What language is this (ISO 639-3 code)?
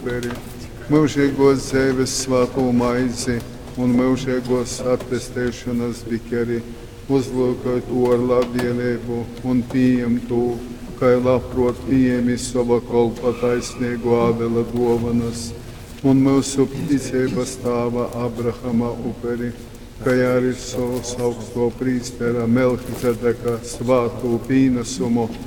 ltg